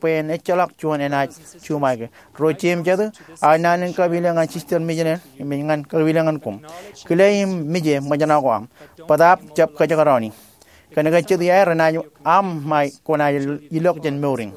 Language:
Marshallese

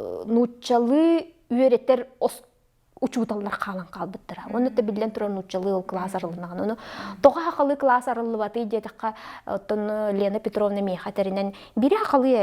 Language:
Yakut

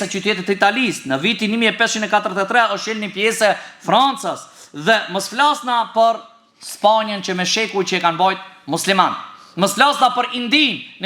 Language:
Albanian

